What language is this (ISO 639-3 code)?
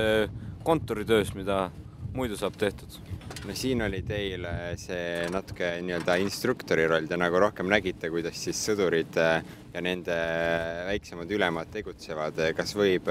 est